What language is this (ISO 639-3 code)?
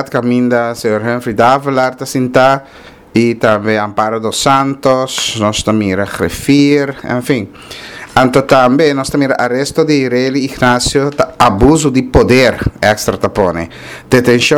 pap